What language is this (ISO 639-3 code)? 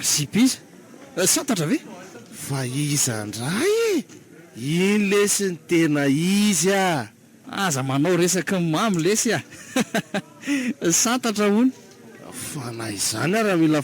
mlg